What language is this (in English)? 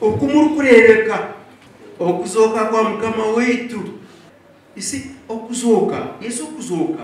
Nyankole